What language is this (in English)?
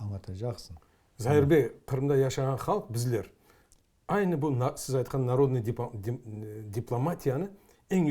Crimean Tatar